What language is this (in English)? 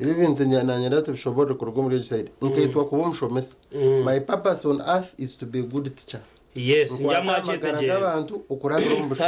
Nyankole